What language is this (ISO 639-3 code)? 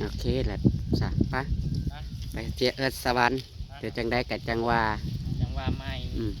tts